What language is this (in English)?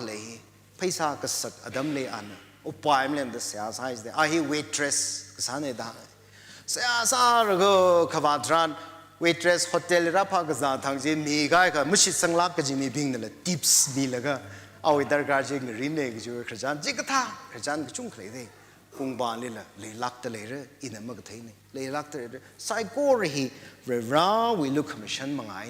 Tangkhul Naga (India)